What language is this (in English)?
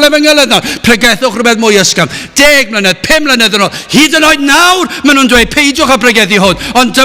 Welsh